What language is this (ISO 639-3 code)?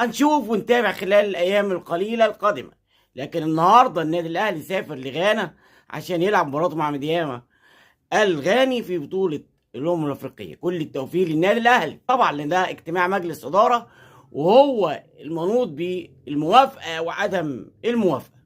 arz